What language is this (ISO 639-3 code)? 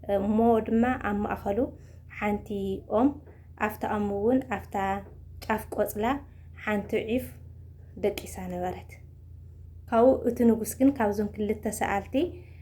tir